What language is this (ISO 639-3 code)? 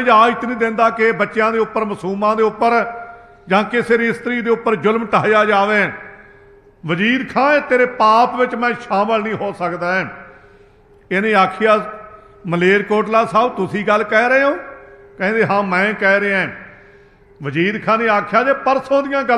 pan